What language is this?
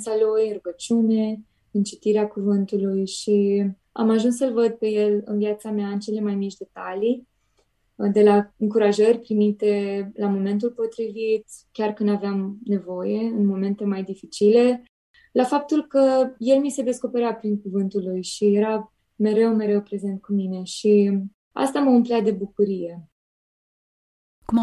Romanian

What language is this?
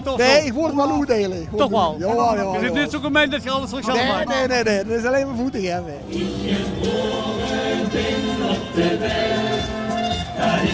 Limburgish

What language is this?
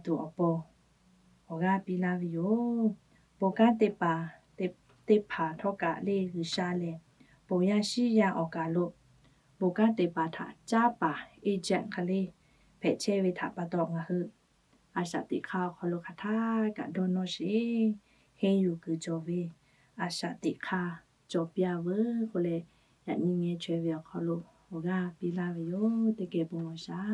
Lahu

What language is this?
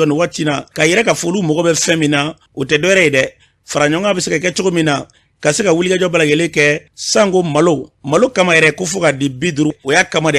Bambara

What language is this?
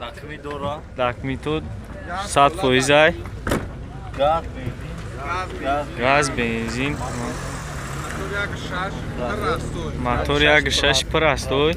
Tajik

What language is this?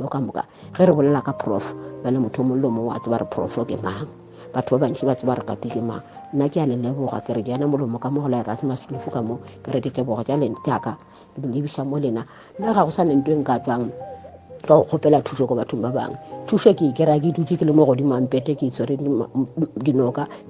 Northern Sotho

